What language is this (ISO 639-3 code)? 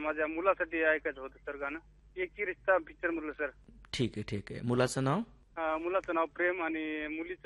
mar